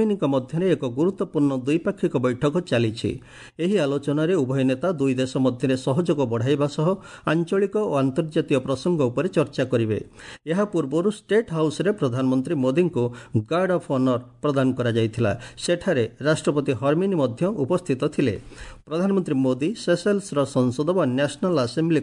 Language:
Odia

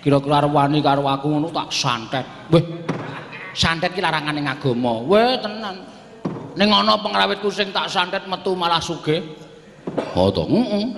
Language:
Javanese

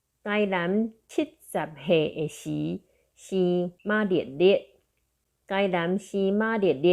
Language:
Min Nan Chinese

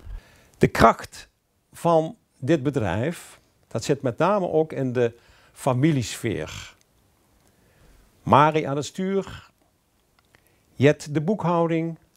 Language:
Dutch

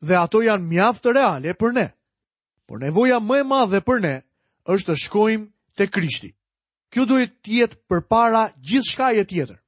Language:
Albanian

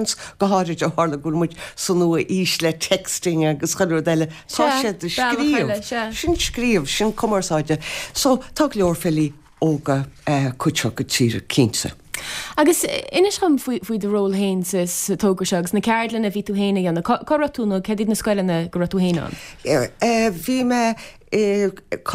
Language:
Irish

